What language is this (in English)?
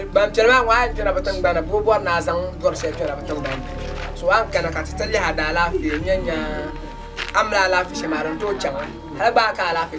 Dagbani